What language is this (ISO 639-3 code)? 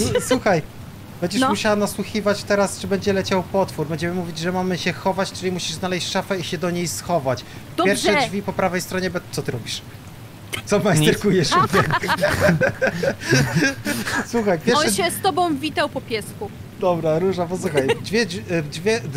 pol